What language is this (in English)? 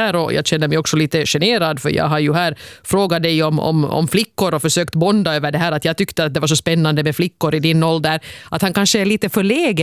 Swedish